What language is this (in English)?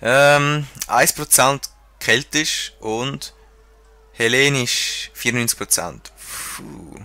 Swiss German